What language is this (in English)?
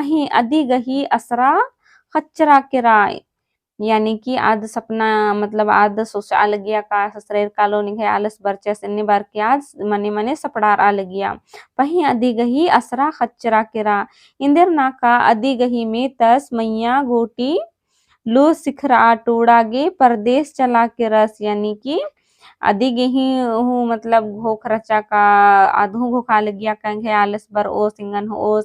Kurukh